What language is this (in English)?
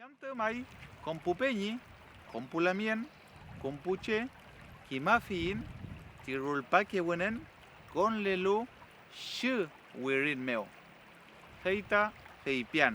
Mapuche